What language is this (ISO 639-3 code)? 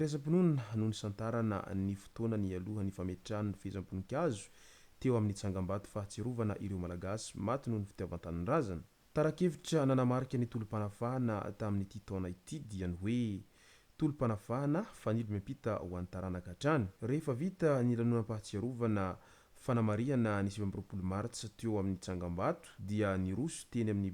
mlg